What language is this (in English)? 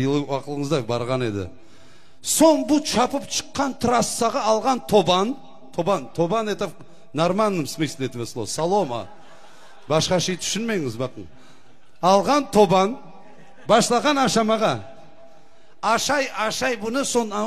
Crimean Tatar